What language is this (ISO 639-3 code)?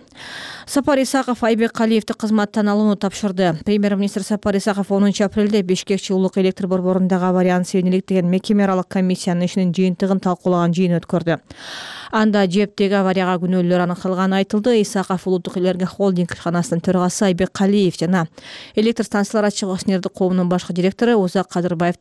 kir